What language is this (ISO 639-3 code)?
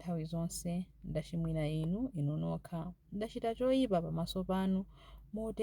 nya